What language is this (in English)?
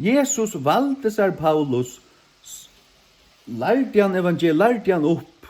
Faroese